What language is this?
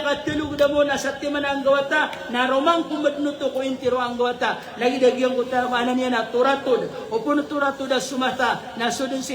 Maranao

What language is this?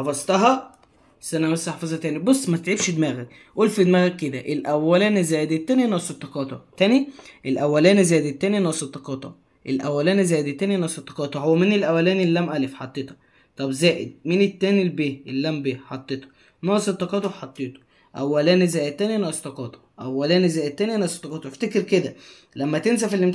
Egyptian Arabic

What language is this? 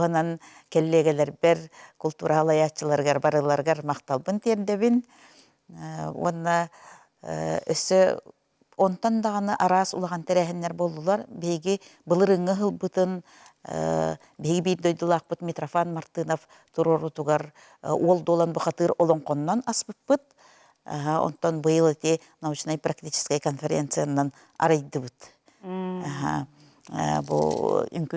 Yakut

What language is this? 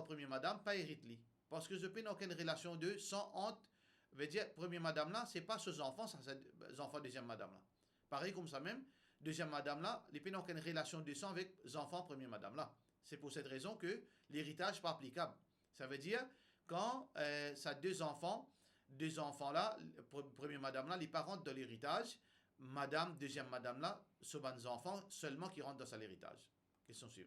Morisyen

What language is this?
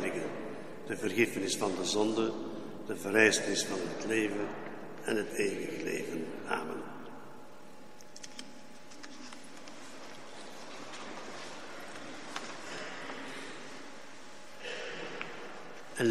Dutch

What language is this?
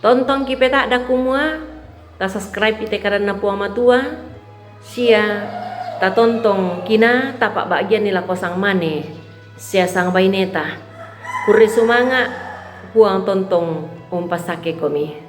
Toraja-Sa'dan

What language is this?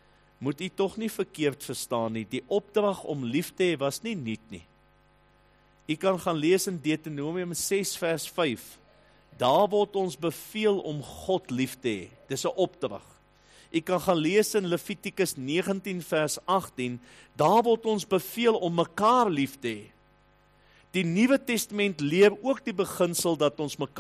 Afrikaans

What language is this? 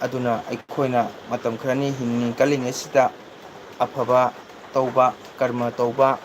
Manipuri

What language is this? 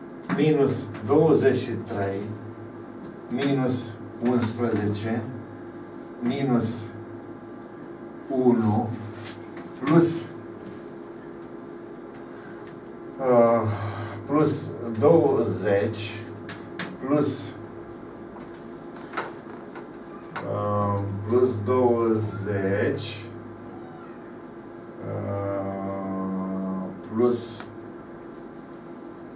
Romanian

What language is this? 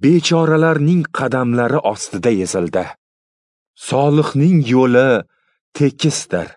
Uzbek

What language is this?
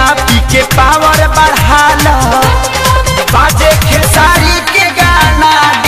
Bhojpuri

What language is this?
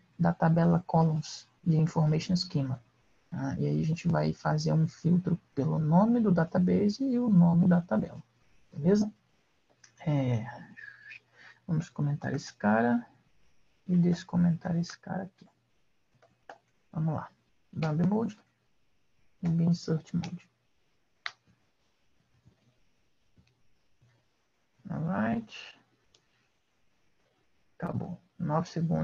Portuguese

